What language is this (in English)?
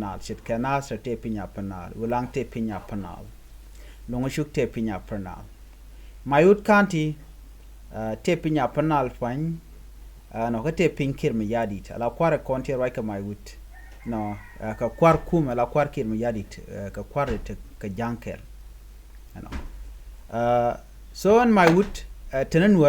Nuer